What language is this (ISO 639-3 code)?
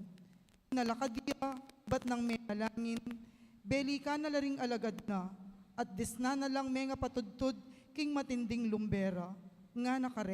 pam